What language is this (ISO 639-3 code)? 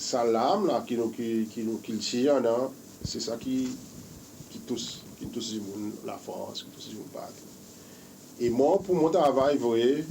crs